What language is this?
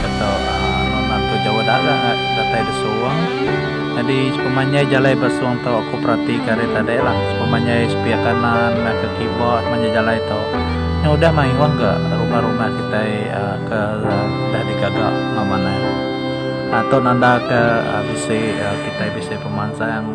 Iban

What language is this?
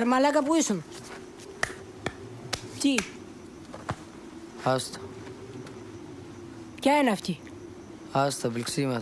Greek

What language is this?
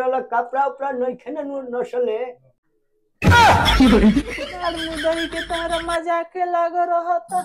Bhojpuri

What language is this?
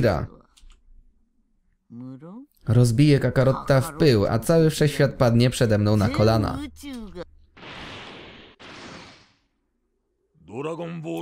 Polish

